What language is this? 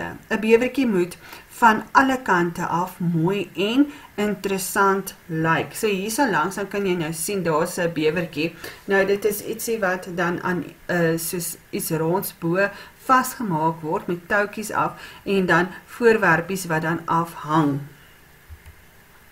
Afrikaans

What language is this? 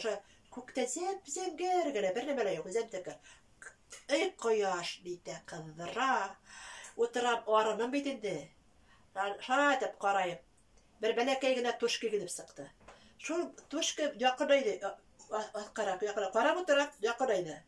Bashkir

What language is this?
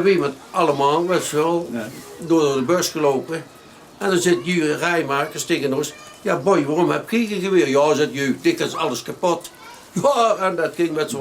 Limburgish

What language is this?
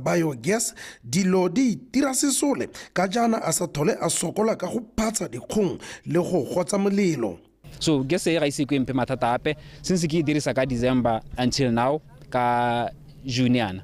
Tswana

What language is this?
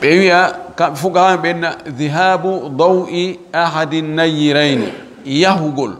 Fula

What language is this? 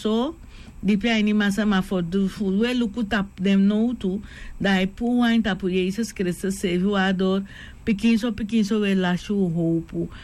Sranan Tongo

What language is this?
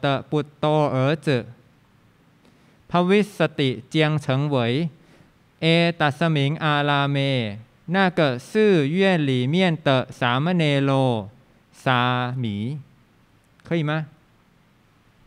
Chinese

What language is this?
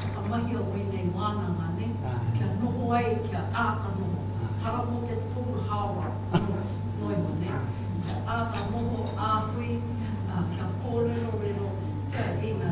Māori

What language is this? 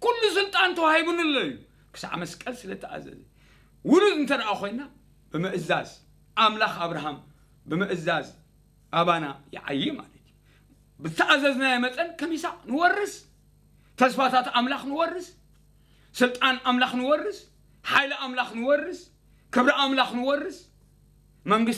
Tigrinya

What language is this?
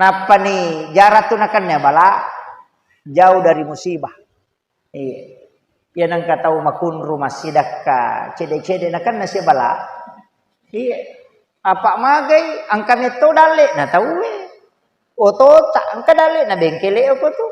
Buginese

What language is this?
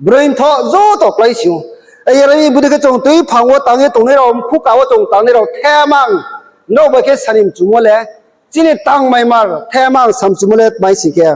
Riang (India)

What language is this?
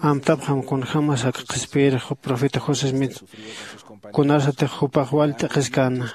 Aymara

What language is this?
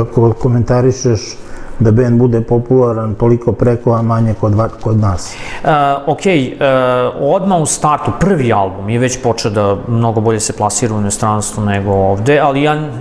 Serbian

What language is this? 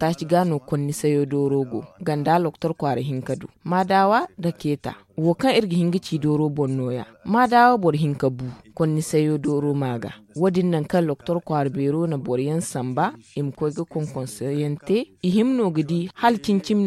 Zarma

